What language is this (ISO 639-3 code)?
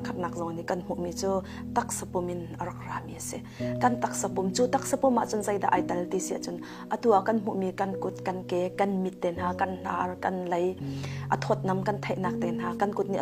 cnh